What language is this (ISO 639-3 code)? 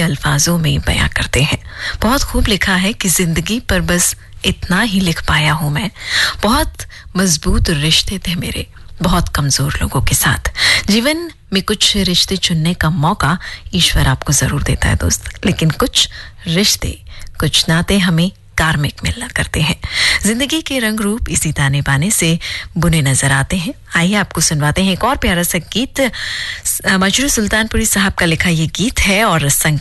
hin